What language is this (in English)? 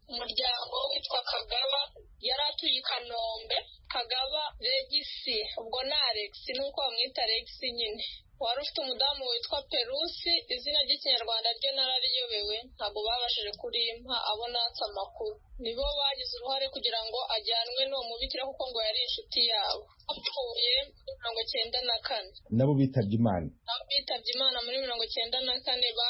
Kinyarwanda